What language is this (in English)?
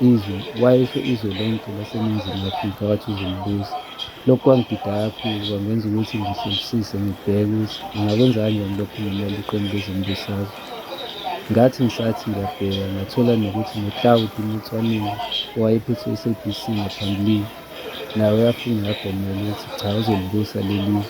Zulu